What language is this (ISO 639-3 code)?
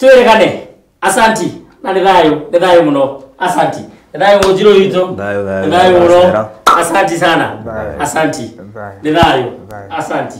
kik